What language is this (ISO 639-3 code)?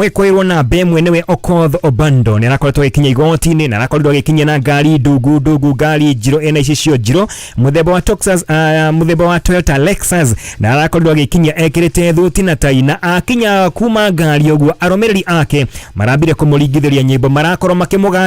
kik